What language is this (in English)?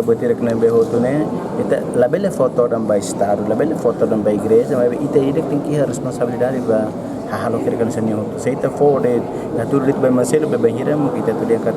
Tetum